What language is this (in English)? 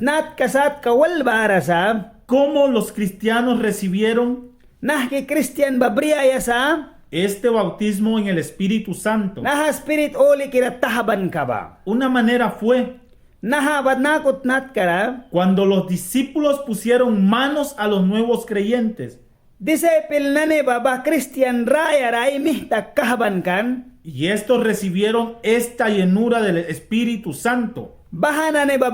Mískito